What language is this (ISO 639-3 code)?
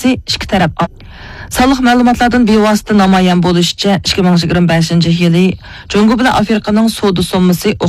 uig